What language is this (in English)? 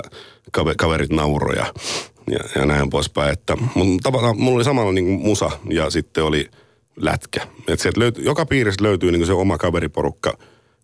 Finnish